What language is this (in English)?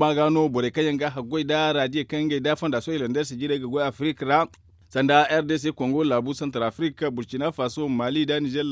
Zarma